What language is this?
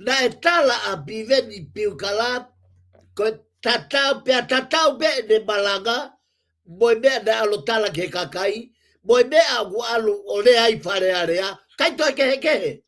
Tongan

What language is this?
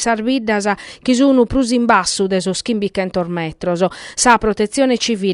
Sardinian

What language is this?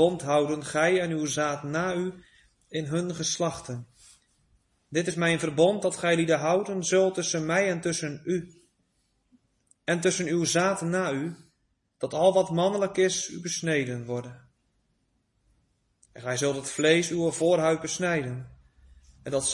Dutch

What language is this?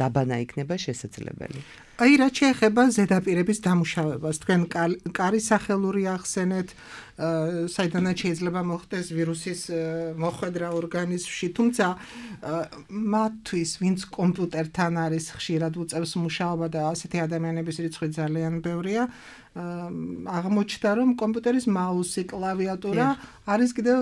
Georgian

